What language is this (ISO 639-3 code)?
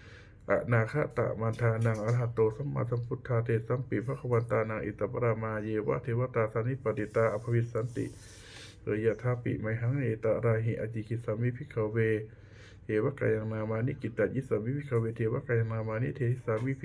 pli